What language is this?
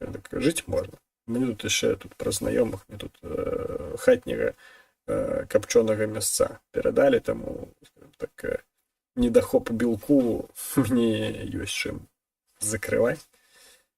Belarusian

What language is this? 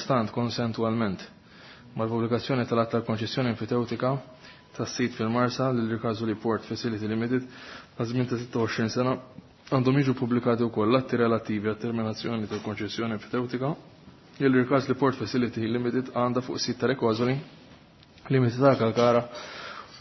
Maltese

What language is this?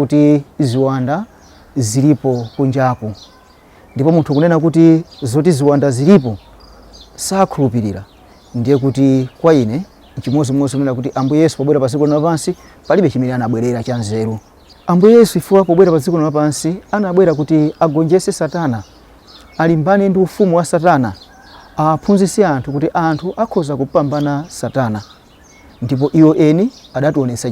Nyanja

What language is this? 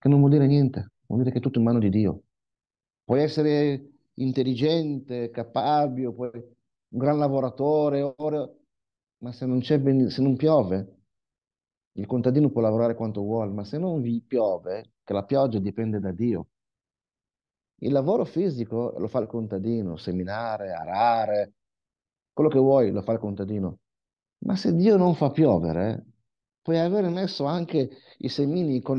Italian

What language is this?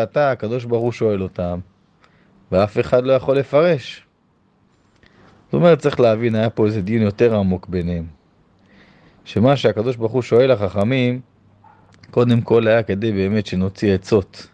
Hebrew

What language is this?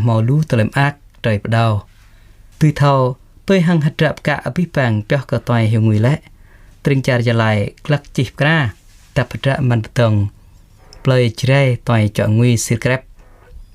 Jarai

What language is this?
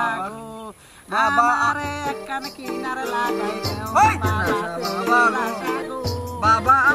Sylheti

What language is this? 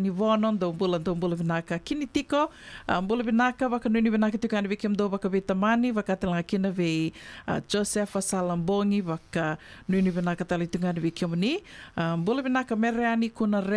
Fijian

